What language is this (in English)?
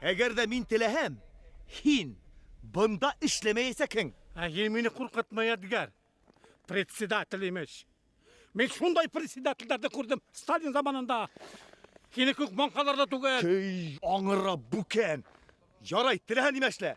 Bashkir